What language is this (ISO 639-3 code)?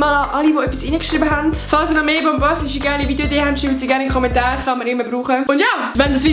gsw